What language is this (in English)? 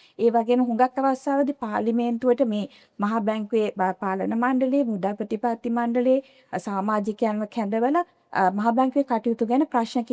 Sinhala